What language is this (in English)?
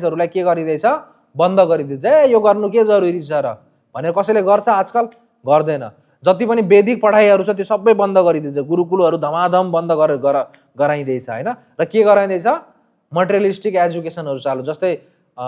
Nepali